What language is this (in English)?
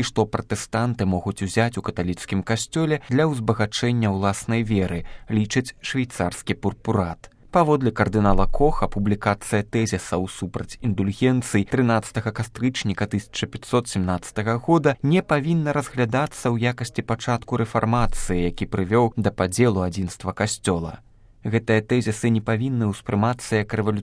Belarusian